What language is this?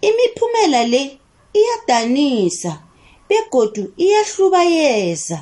South Ndebele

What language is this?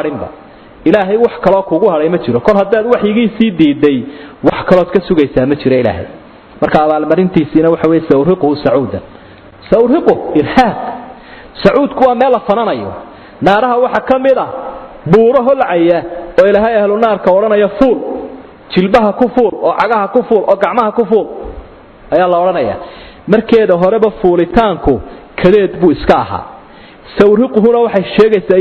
Somali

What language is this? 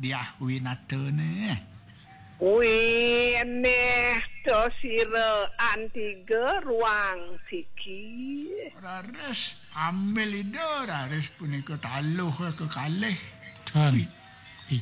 Balinese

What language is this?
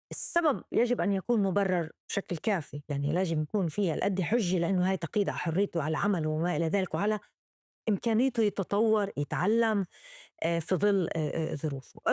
North Levantine Arabic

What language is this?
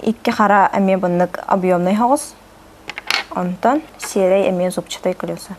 Yakut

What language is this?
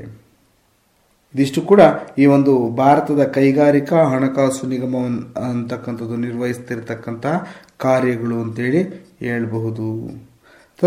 Kannada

